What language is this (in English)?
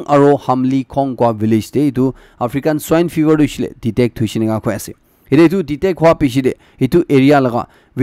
Naga Pidgin